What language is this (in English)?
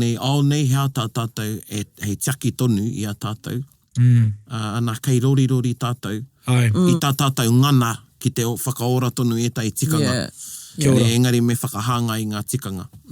Māori